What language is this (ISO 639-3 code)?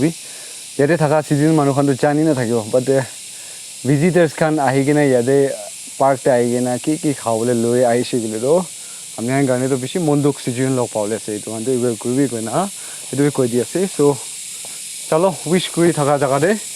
nag